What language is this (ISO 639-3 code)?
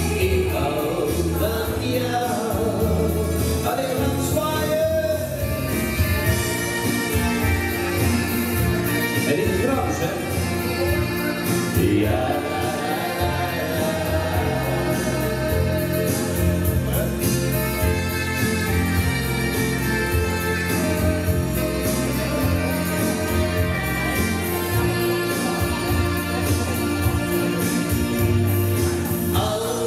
nld